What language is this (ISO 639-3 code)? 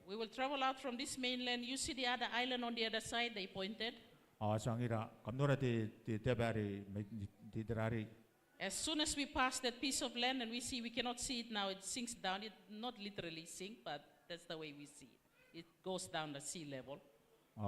gil